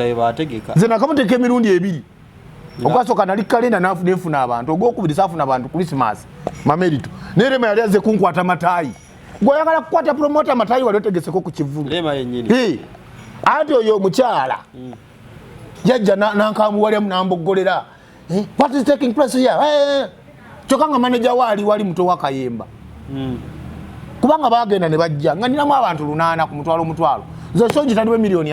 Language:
Ganda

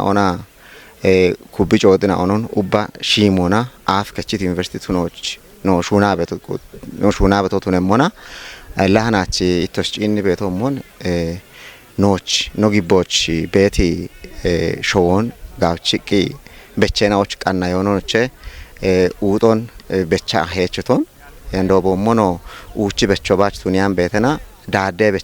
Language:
Kafa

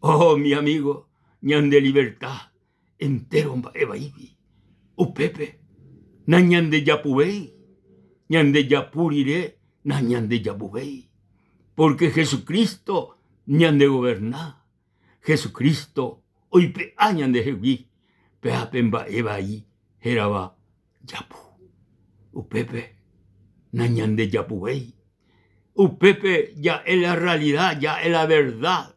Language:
Guarani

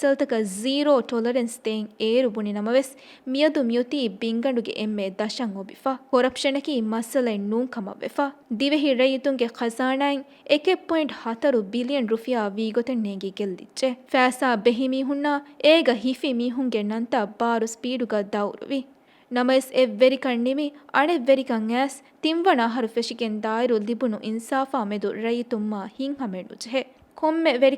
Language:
Divehi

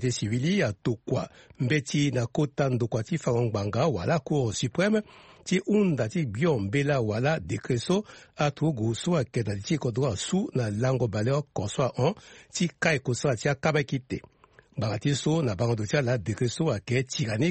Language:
Sango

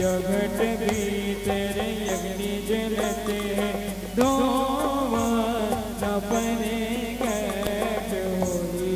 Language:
Chhattisgarhi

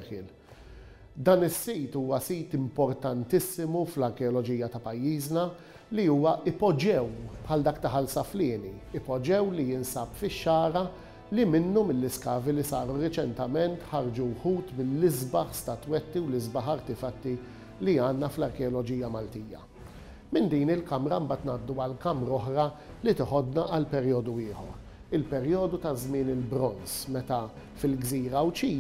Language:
Maltese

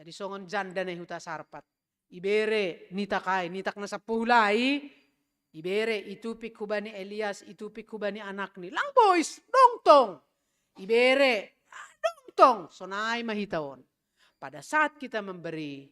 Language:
Batak Simalungun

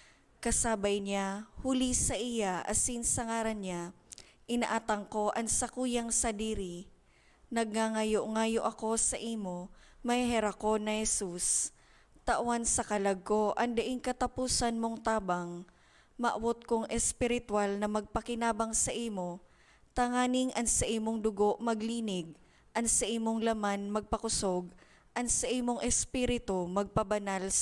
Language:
Bikol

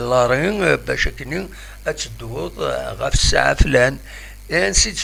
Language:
Kabyle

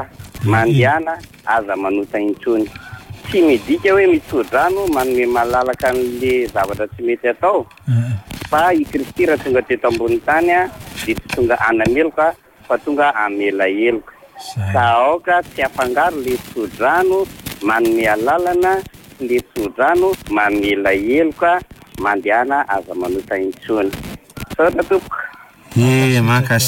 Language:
Malagasy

